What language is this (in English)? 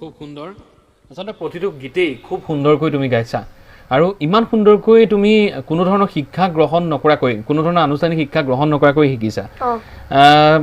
Assamese